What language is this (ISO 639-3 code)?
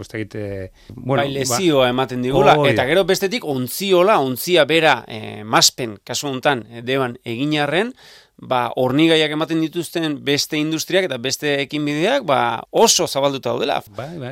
eus